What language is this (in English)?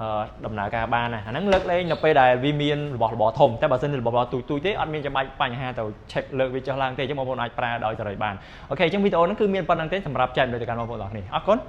Khmer